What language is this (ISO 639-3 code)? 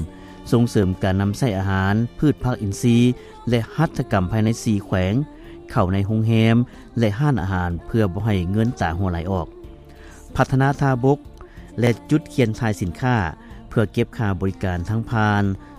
lao